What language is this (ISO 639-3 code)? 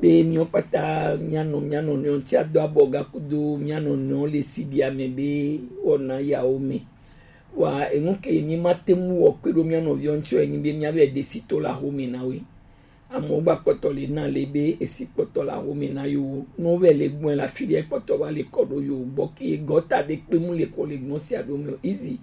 gej